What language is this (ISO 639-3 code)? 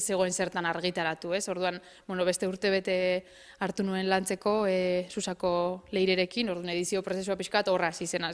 eus